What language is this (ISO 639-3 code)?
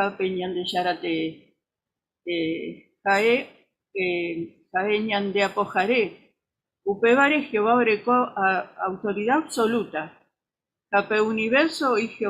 grn